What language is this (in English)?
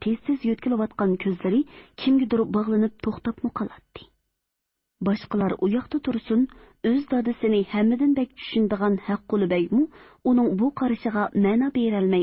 Uyghur